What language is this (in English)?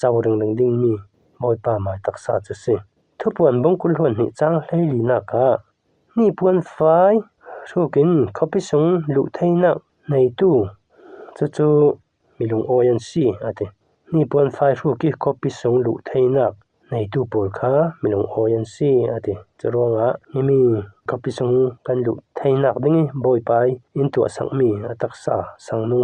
Falam Chin